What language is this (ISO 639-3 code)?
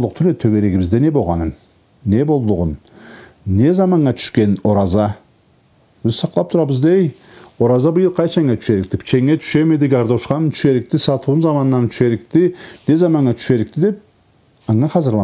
krc